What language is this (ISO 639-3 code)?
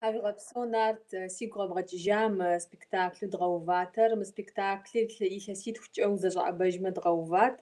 kbd